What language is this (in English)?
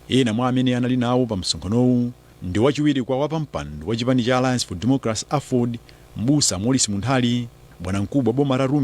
Nyanja